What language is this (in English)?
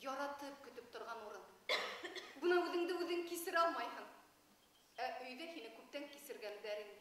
Bashkir